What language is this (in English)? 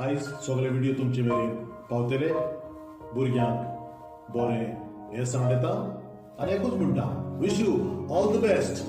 Konkani